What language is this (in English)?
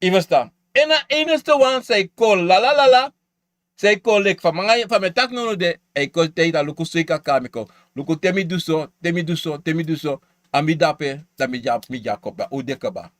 Sranan Tongo